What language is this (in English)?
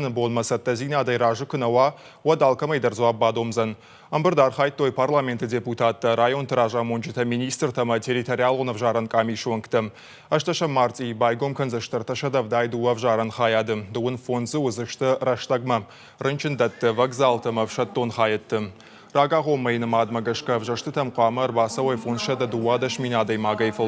Ossetic